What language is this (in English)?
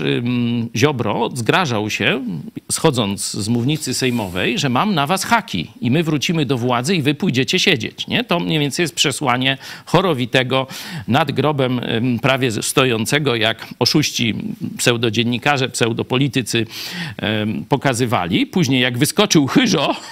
Polish